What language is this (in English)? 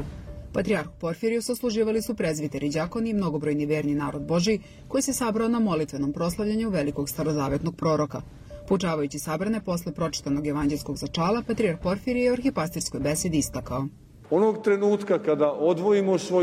Serbian